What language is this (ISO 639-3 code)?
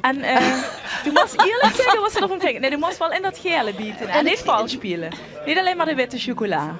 lim